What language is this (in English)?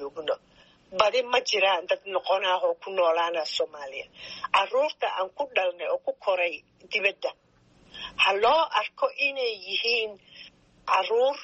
Somali